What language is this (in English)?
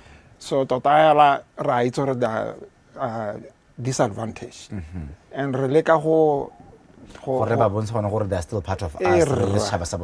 Tswana